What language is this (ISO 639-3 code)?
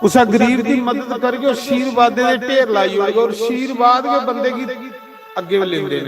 doi